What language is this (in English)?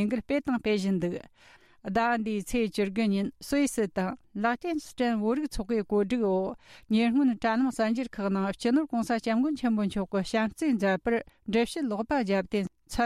Tibetan